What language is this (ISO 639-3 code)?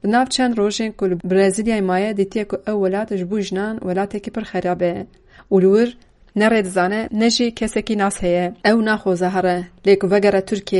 kur